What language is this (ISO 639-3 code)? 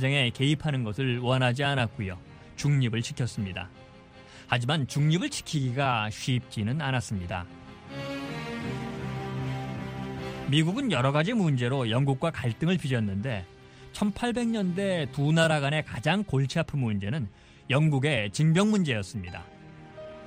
kor